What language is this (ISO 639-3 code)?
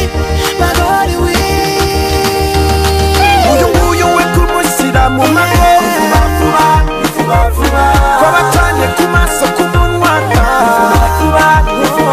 kin